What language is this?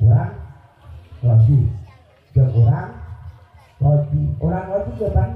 Sundanese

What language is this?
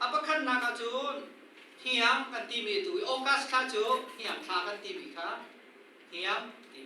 Hakha Chin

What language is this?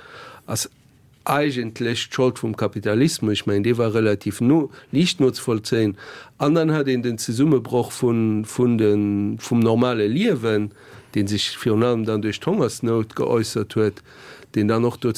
Luxembourgish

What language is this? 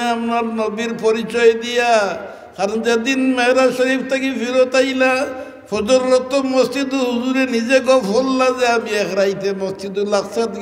Sylheti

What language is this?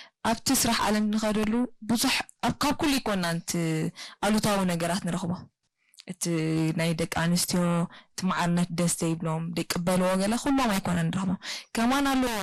Tigrinya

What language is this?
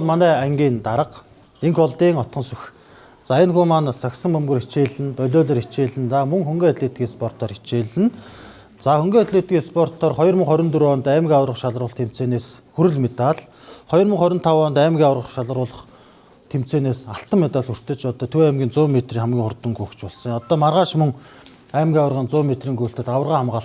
Mongolian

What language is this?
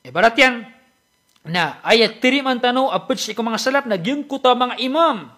Maranao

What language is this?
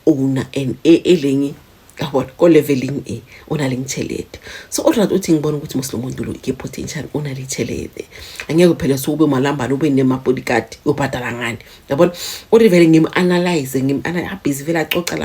Zulu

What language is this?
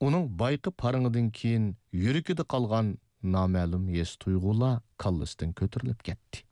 Uyghur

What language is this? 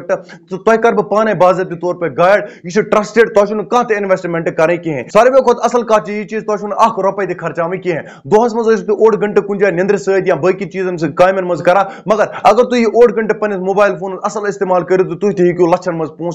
Kashmiri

